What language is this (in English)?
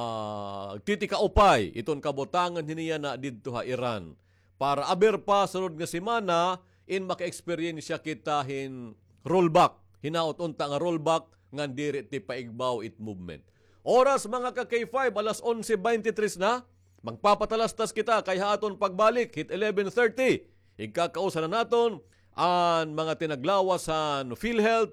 Waray